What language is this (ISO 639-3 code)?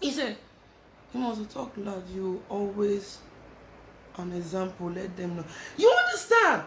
pcm